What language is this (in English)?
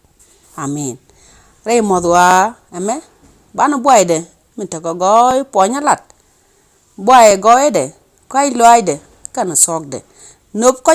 Nuer